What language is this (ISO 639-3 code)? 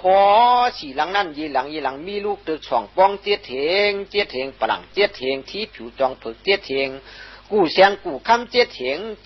shn